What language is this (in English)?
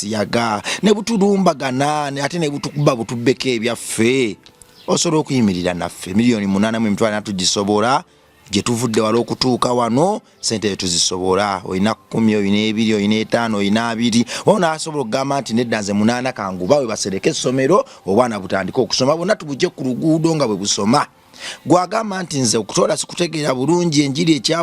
Ganda